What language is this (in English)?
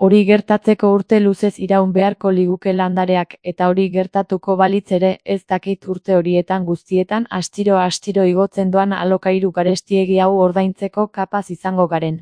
Basque